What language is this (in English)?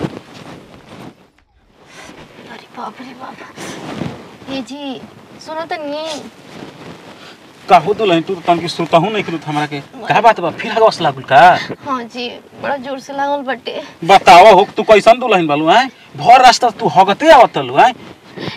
Bhojpuri